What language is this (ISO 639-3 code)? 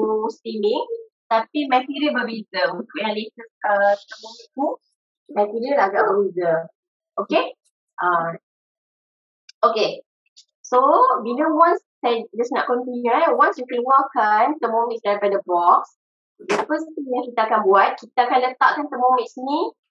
msa